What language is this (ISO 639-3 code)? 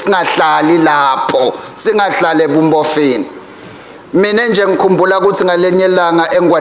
ssw